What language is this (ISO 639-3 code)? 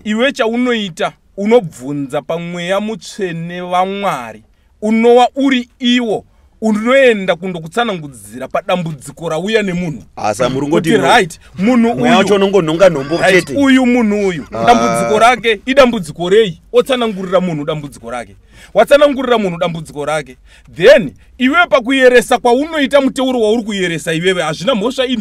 sna